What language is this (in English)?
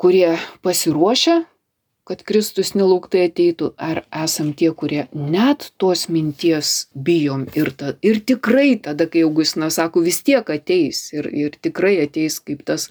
Lithuanian